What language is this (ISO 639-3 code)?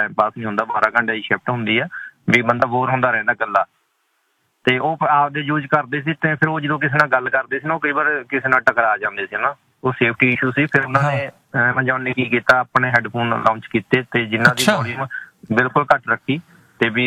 pan